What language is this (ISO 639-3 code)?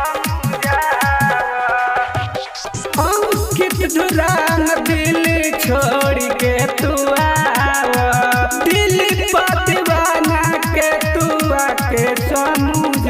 bho